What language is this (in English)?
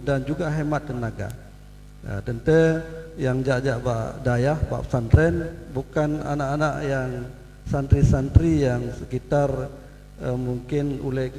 Achinese